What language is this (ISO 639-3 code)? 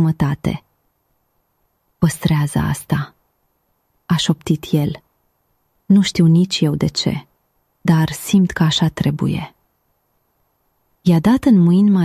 ron